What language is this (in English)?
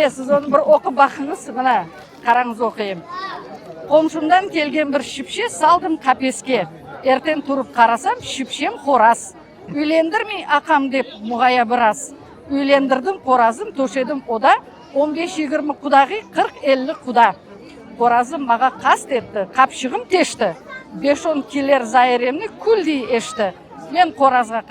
Crimean Tatar